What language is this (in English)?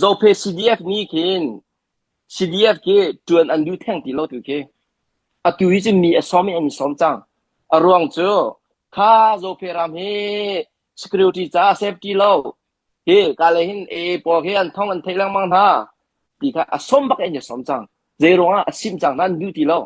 Hakha Chin